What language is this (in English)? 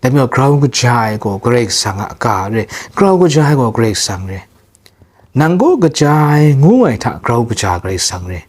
Kachin